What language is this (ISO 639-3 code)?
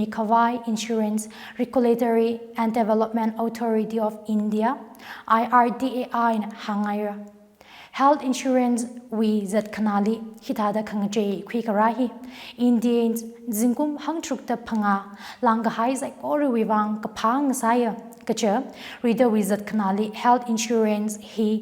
nmf